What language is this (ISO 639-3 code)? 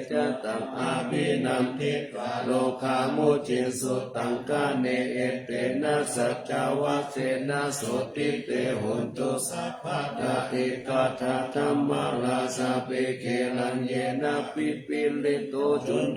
pli